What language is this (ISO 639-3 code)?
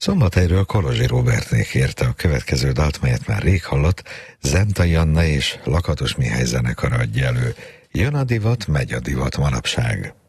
hun